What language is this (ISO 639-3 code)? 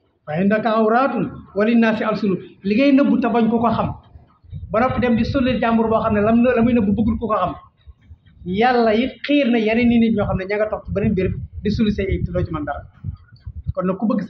wol